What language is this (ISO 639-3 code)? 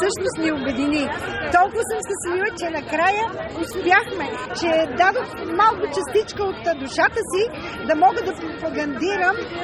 bul